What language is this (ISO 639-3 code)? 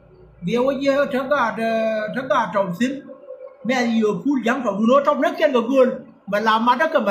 nus